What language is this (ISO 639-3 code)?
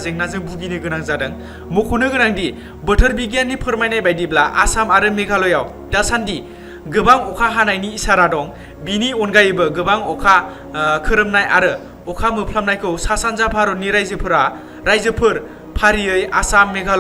brx